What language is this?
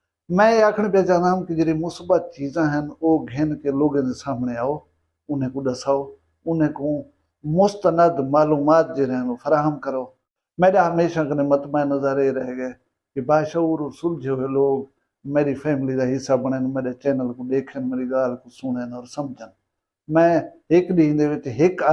Saraiki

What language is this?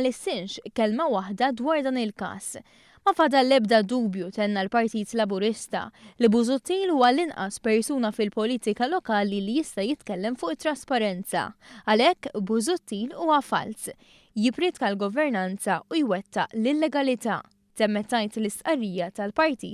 Maltese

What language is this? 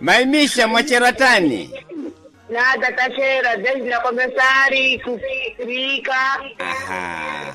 Sena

